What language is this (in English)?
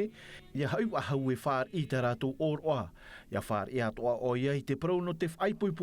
Tahitian